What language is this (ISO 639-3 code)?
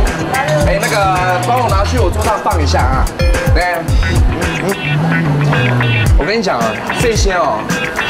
zho